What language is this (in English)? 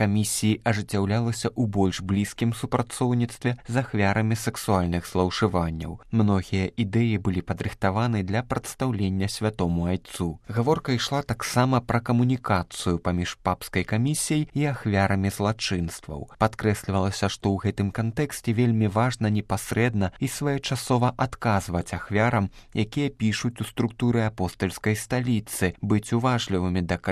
Belarusian